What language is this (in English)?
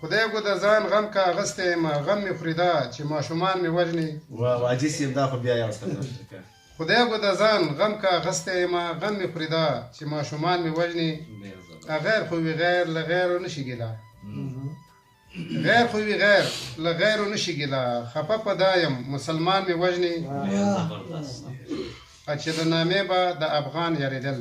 Pashto